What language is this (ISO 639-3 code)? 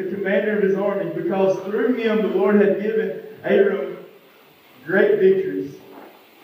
eng